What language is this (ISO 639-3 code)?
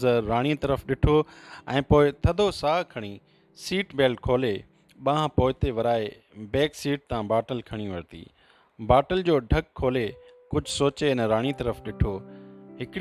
snd